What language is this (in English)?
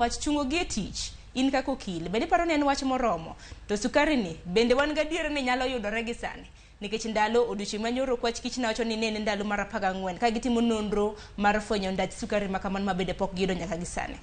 Luo (Kenya and Tanzania)